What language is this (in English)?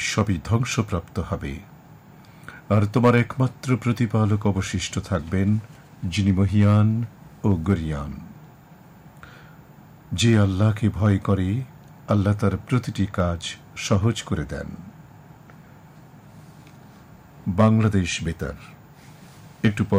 Bangla